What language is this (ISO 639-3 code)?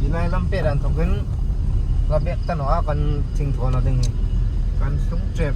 hmr